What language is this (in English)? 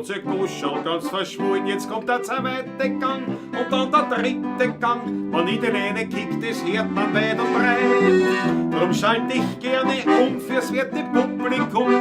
Bavarian